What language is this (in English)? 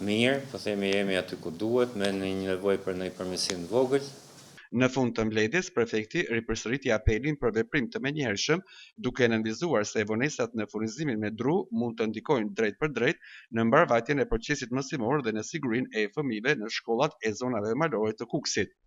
Albanian